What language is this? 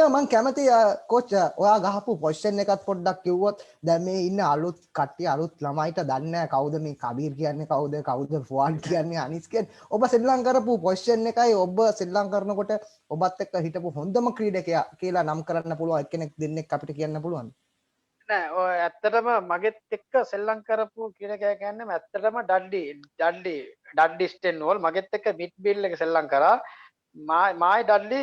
Sinhala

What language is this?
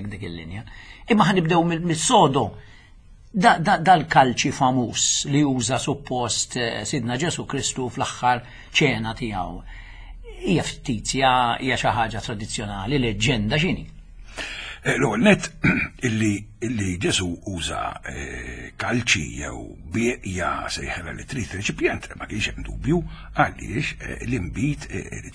Maltese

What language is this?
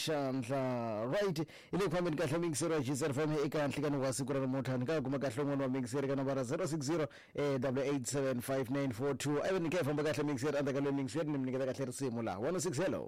Tsonga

